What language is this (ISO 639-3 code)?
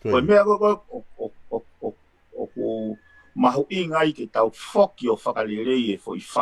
ton